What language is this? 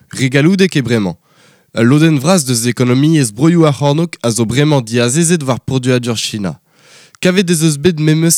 Breton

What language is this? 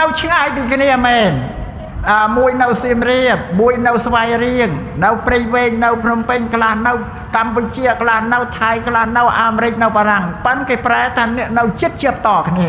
Khmer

